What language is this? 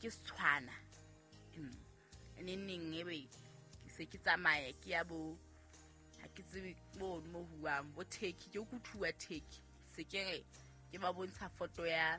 Southern Sotho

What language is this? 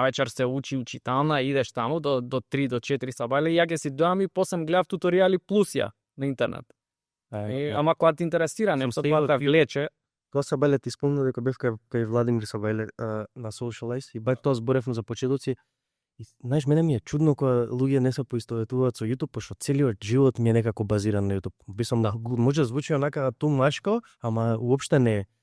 Macedonian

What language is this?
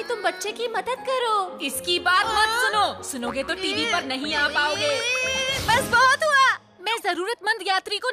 Hindi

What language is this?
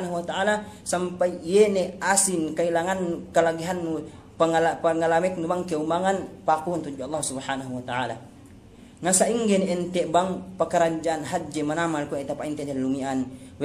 Yakan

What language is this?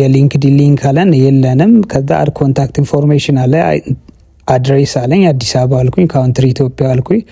Amharic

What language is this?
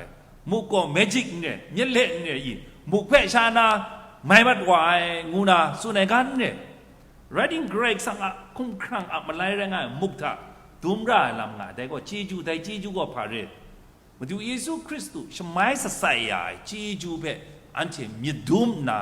Kachin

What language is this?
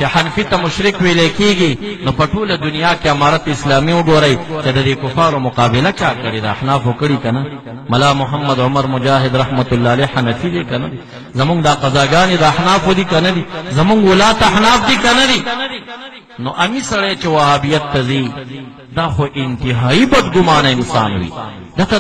Pashto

